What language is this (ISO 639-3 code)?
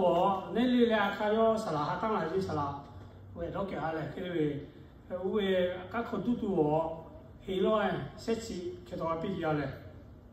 lhu